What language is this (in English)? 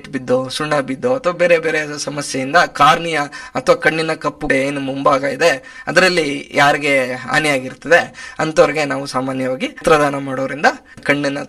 Kannada